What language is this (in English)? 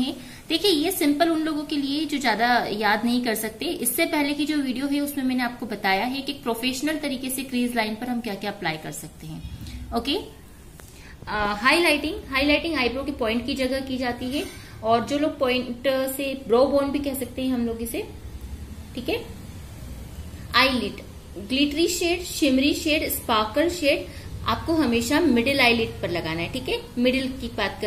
Hindi